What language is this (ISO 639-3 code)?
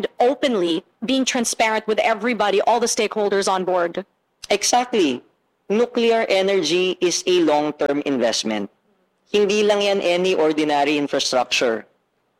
fil